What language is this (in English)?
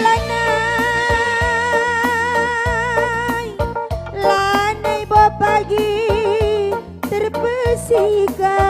Batak Karo